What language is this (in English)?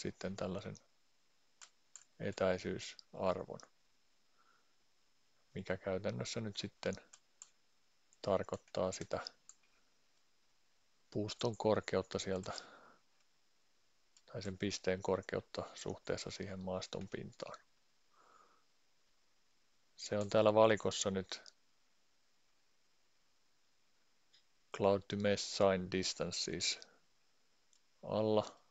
Finnish